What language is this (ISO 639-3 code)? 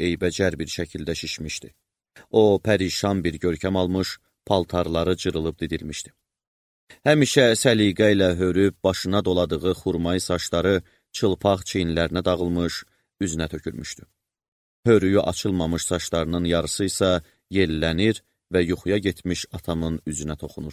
aze